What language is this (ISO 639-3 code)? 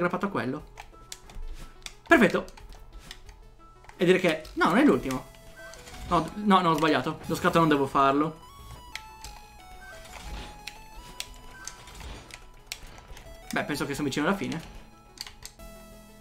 ita